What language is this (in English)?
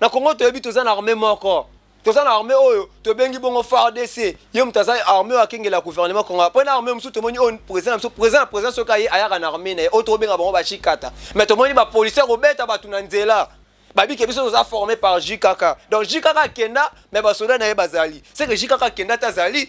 Lingala